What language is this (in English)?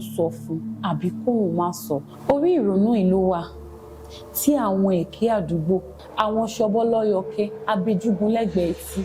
Yoruba